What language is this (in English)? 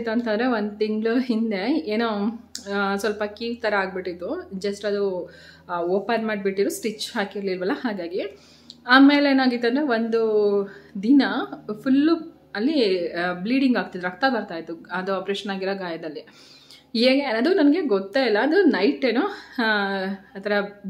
Kannada